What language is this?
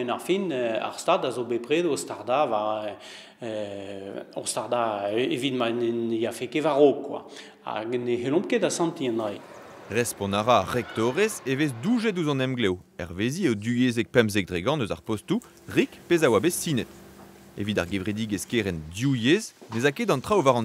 Breton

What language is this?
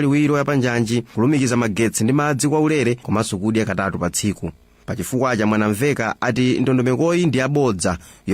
Nyanja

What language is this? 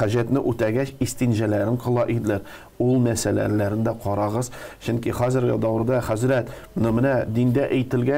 Tatar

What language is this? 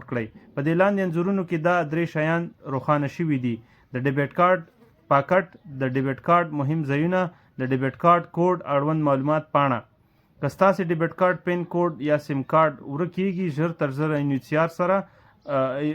Pashto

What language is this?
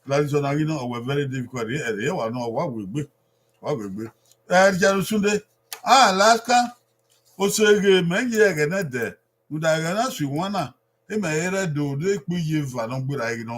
Bini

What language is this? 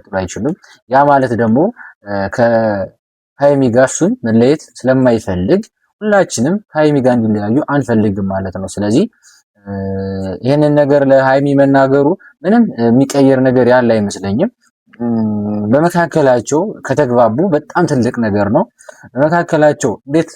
Amharic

